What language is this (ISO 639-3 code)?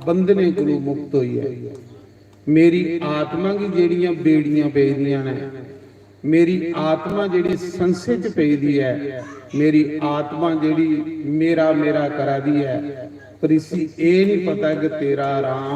doi